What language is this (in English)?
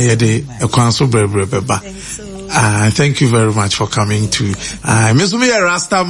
Akan